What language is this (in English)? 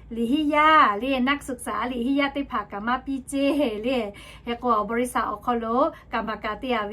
Lahu